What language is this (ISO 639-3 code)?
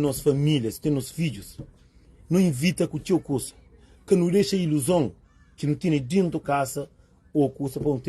kea